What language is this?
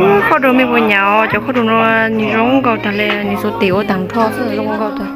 Hmong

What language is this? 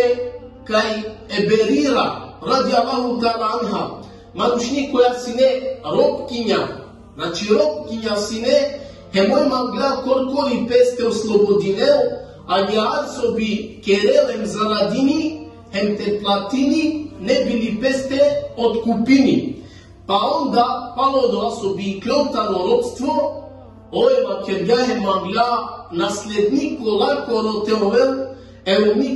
Balkan Romani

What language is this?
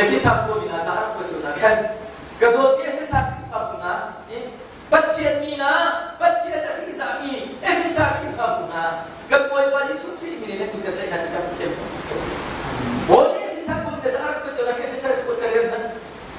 Hakha Chin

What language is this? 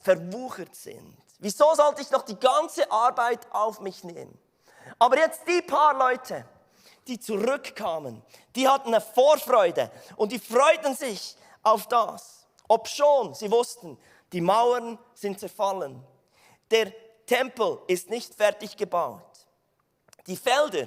Swiss German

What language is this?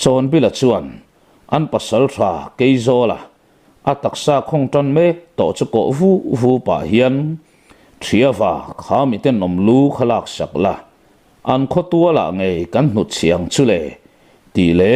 Mizo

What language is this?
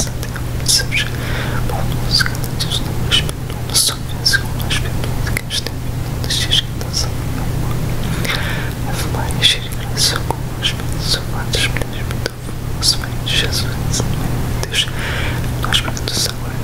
Portuguese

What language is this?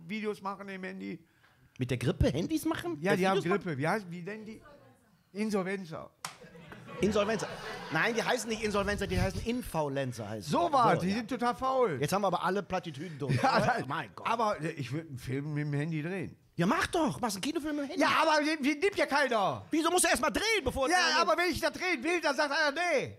German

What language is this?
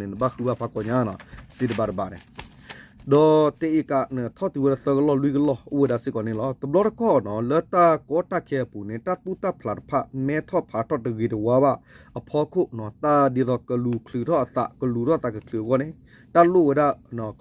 S'gaw Karen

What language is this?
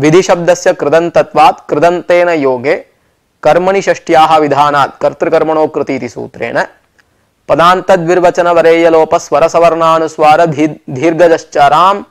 Sanskrit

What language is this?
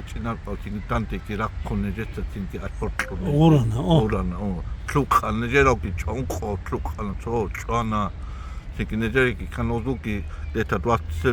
Avaric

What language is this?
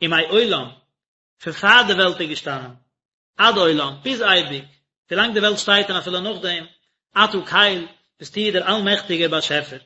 Yiddish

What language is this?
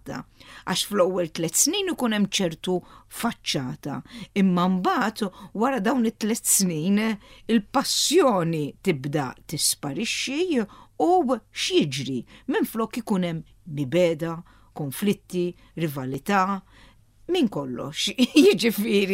Maltese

